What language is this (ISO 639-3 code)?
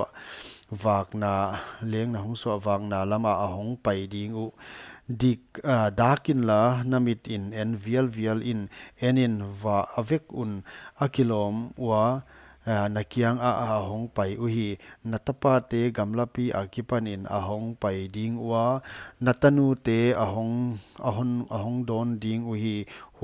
pck